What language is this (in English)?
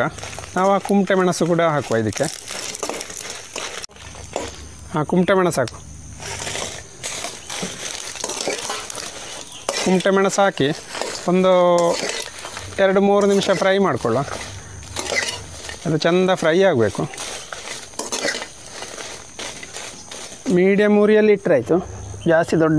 Kannada